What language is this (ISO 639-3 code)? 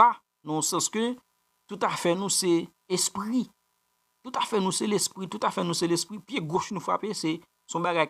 hat